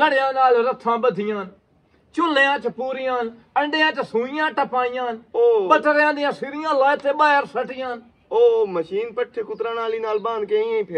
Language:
Punjabi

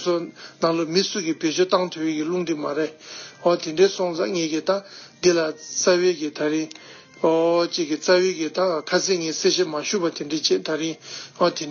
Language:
Tibetan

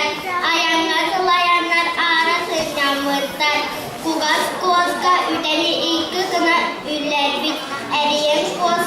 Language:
Yakut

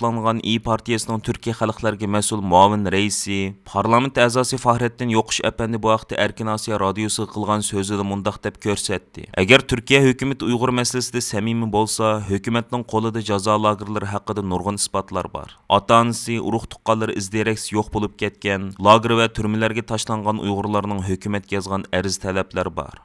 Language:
Uyghur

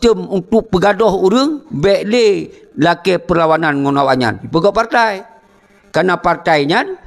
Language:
Achinese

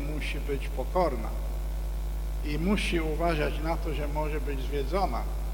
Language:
Polish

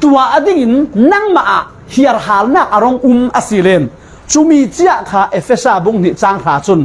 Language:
Falam Chin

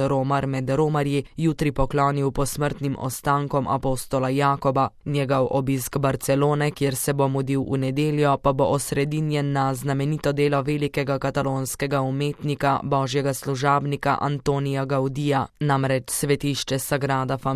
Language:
Slovenian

